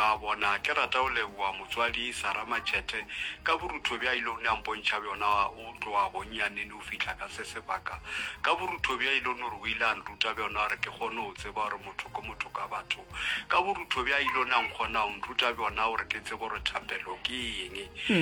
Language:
Northern Sotho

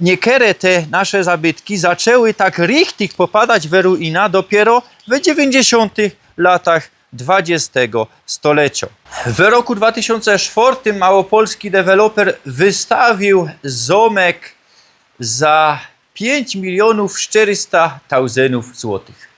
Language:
Silesian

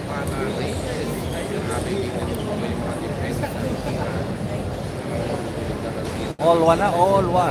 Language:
Filipino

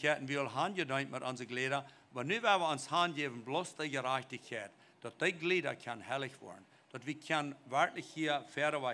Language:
Plautdietsch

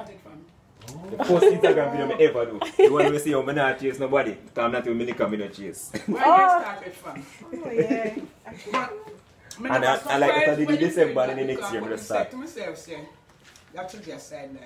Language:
Jamaican Creole English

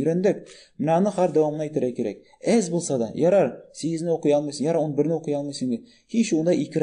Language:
Tatar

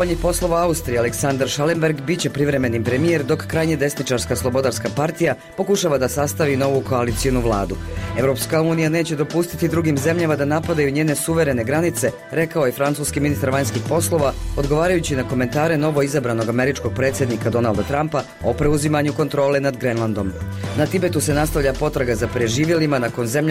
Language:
Bosnian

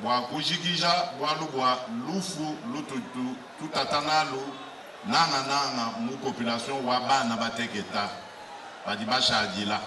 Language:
Luba-Lulua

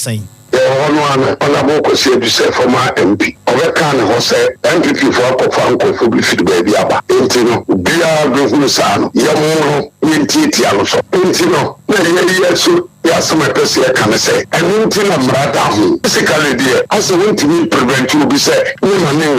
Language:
Akan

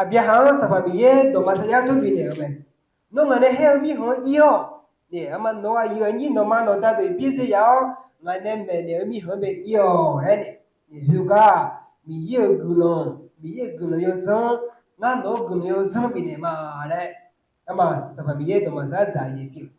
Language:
Akha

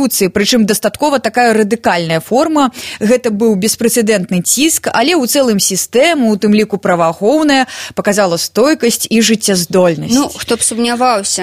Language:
Belarusian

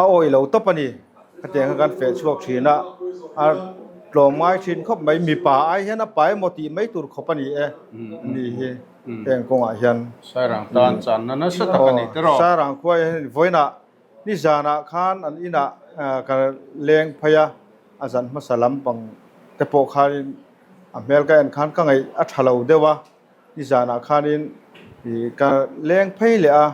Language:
Mizo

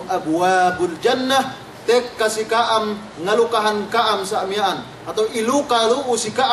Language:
Yakan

